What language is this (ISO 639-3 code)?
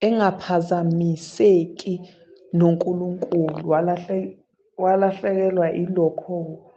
zul